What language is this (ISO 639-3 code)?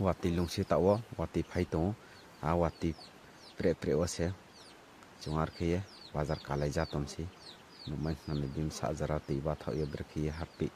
ria